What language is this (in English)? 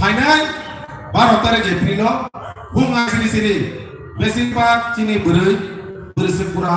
Kok Borok